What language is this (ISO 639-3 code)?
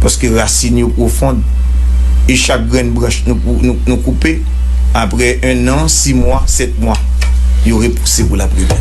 hat